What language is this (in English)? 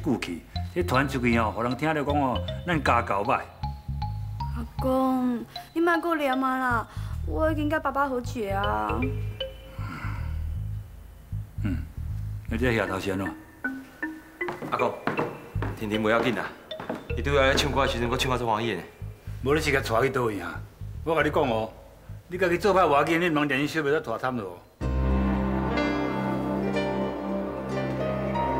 Min Nan Chinese